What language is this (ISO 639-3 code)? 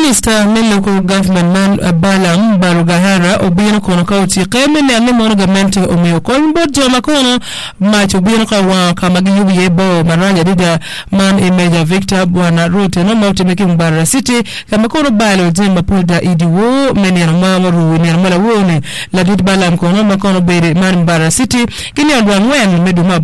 ach